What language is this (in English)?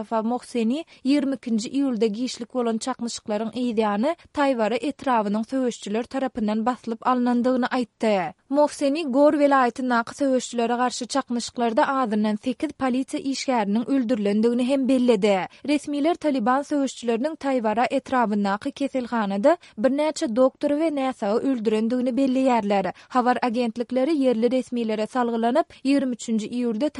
Turkmen